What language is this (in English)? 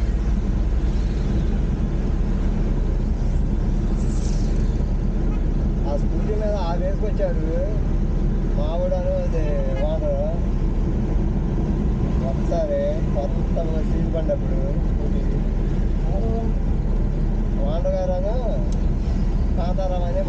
Telugu